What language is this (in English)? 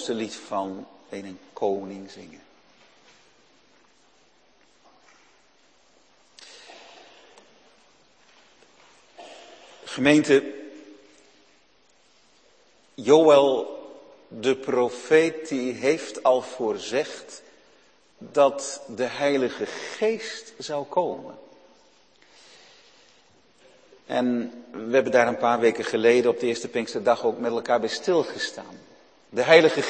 Dutch